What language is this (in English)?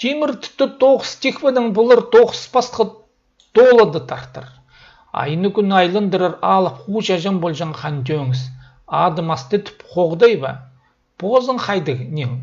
Khakas